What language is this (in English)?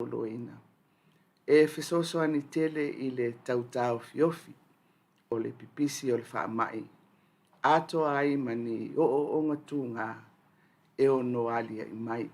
Samoan